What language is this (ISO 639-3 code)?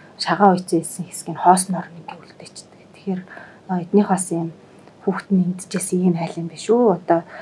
mon